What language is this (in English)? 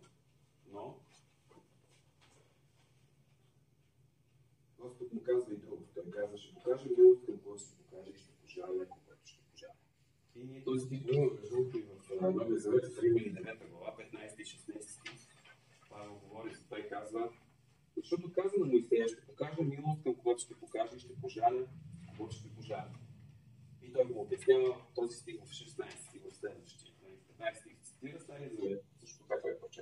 Bulgarian